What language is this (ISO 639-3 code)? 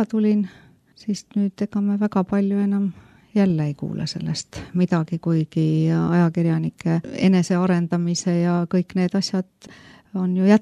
est